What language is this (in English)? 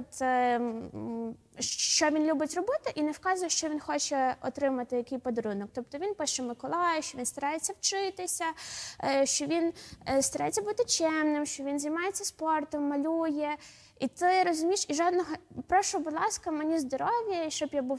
Ukrainian